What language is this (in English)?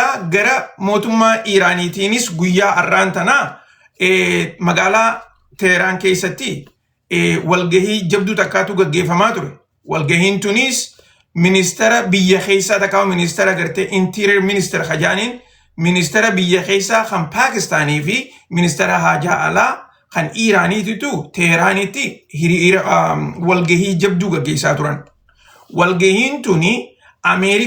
Oromo